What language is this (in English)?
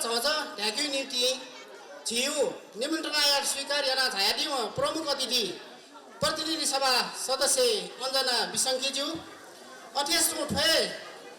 Newari